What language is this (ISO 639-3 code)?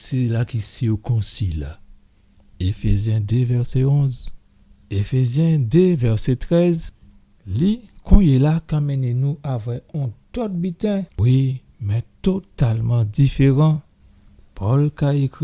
gcf